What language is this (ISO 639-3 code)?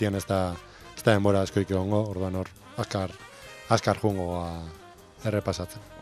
eus